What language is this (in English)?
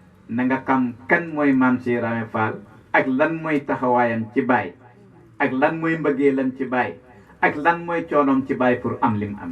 Wolof